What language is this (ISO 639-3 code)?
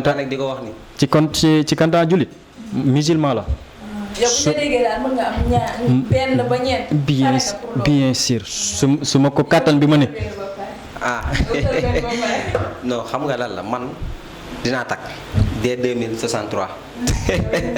wol